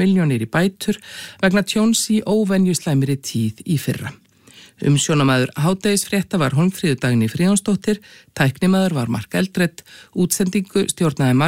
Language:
Icelandic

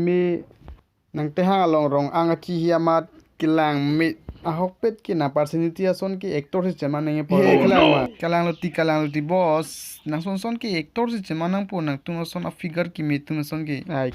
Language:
Karbi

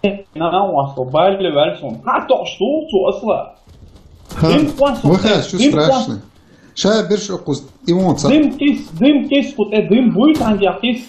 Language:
Chechen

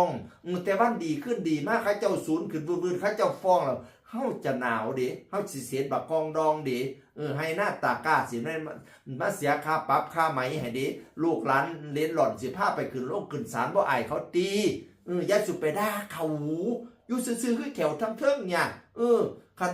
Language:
Northeastern Thai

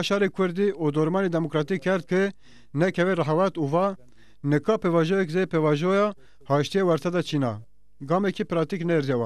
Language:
Zaza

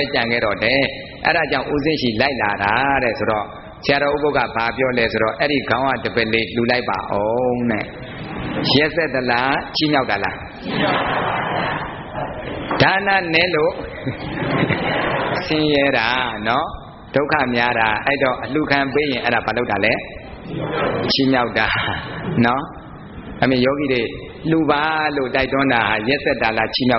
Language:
Burmese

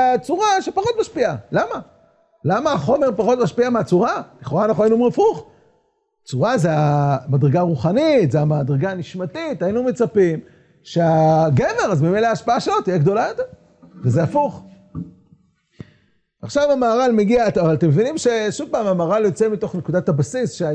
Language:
Hebrew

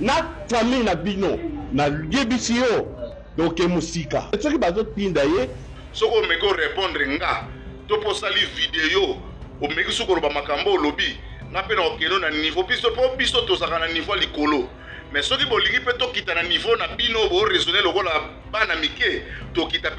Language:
Lingala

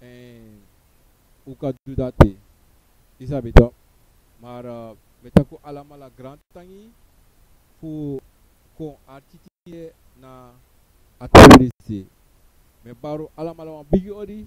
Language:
Sranan Tongo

